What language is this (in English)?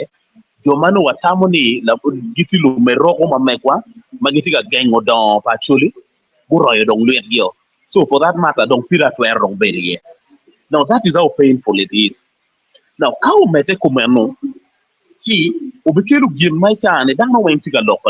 Acoli